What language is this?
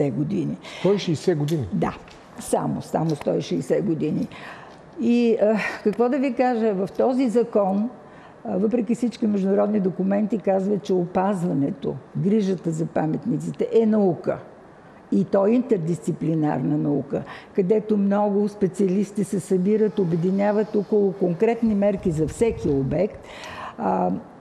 Bulgarian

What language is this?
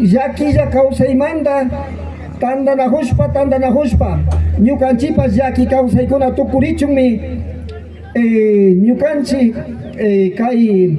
Imbabura Highland Quichua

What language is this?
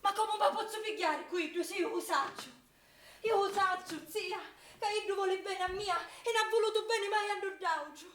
Sicilian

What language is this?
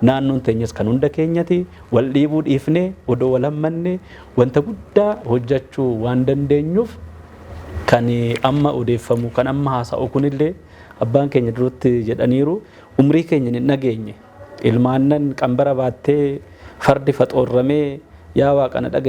Oromo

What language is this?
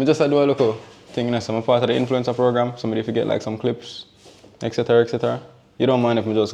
Jamaican Creole English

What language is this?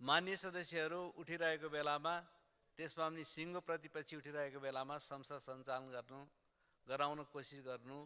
Nepali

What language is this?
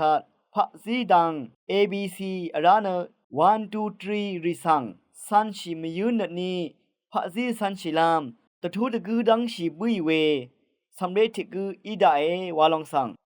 Rawang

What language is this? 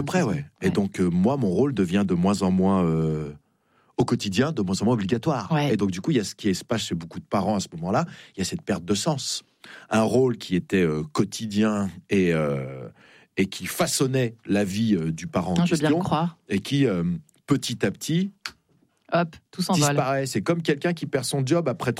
French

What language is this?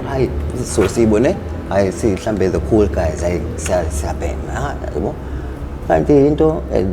Zulu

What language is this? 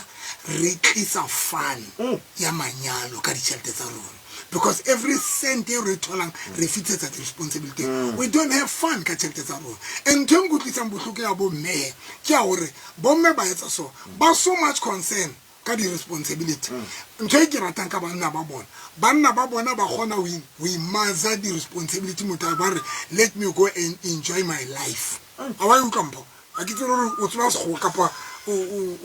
Tswana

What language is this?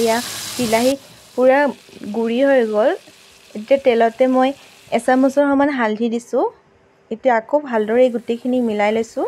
Assamese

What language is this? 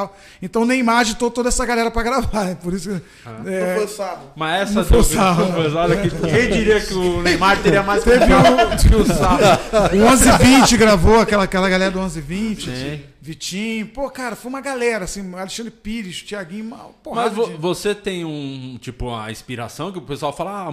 Portuguese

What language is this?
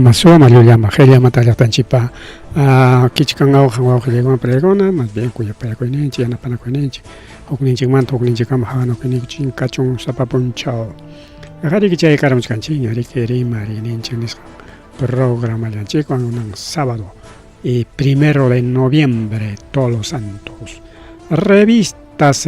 Ayacucho Quechua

